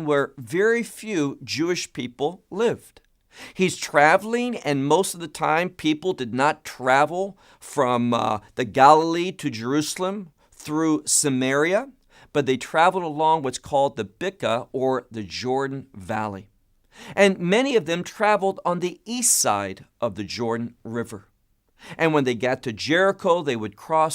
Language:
English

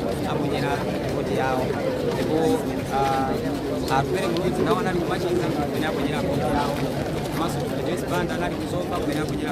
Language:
Nyanja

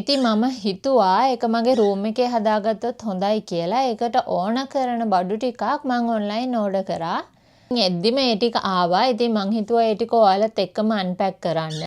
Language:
Sinhala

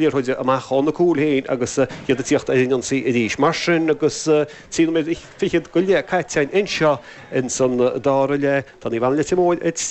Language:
Irish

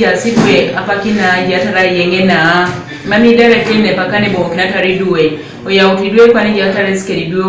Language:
Teso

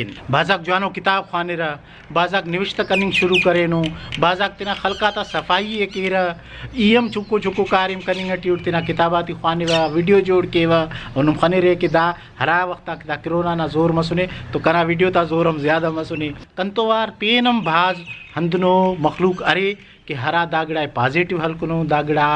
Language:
Brahui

